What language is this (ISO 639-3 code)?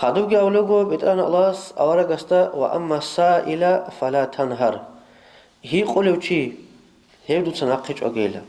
ava